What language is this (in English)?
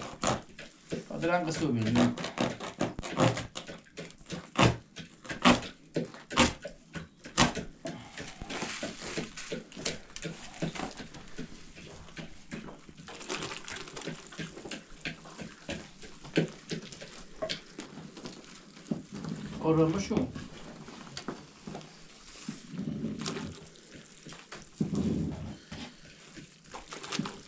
Persian